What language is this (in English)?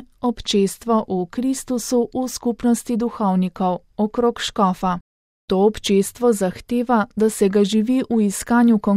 Slovenian